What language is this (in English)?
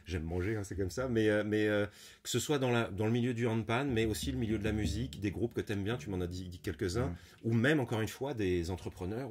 French